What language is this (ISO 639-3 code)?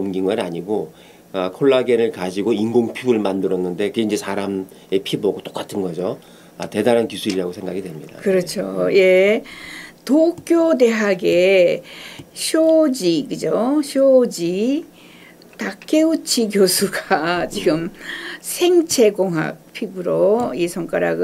kor